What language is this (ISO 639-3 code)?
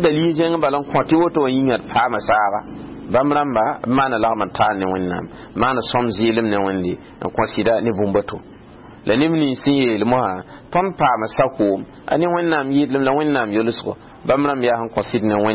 mos